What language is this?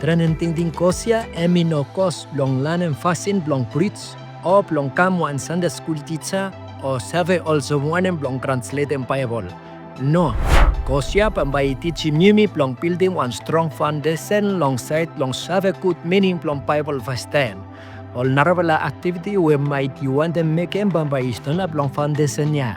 Bislama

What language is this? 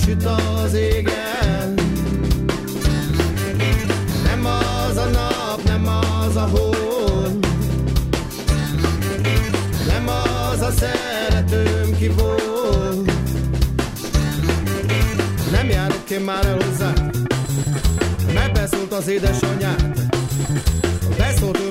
Hungarian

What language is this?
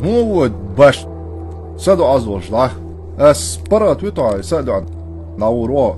Chechen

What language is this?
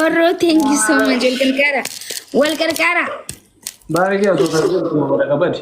Oromo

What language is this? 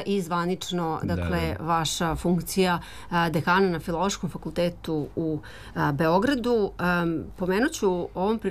Serbian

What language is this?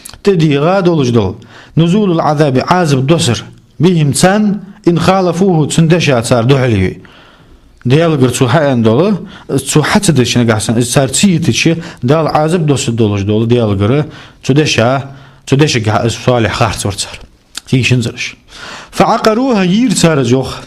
Ingush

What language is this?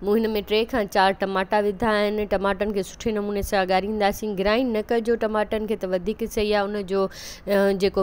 Sindhi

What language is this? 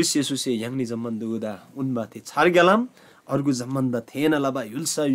Eastern Tamang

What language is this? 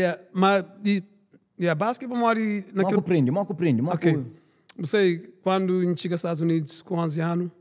Kabuverdianu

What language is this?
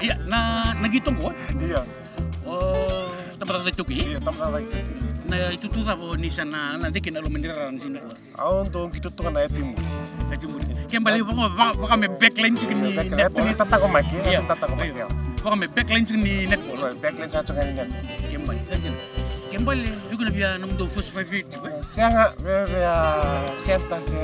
Fijian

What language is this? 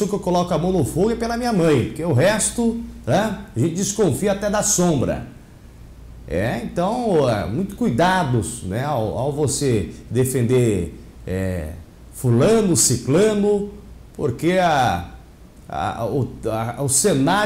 Portuguese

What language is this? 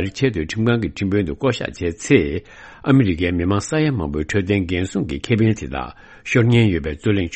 Tibetan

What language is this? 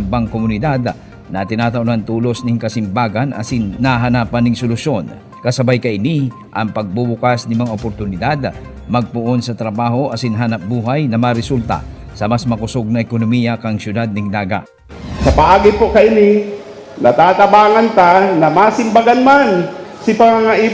Bikol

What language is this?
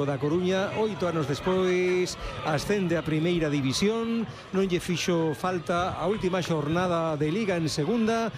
Galician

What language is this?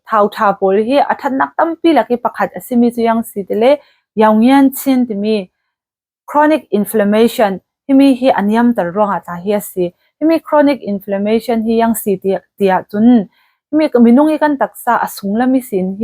Falam Chin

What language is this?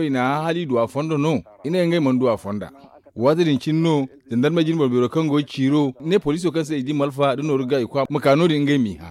Zarma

